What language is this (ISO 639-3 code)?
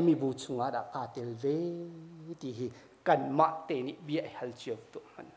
cnh